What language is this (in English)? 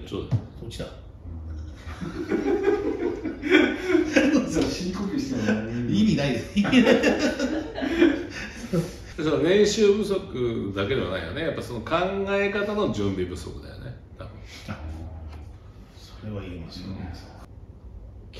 Japanese